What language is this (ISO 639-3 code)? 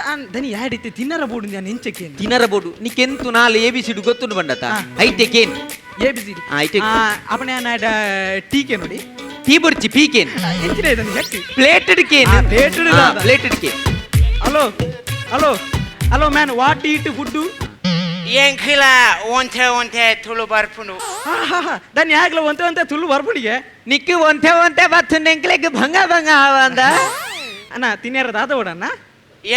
tcy